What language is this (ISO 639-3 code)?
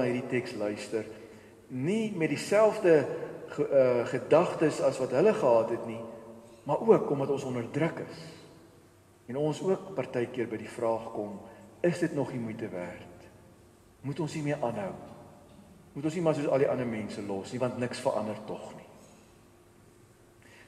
afr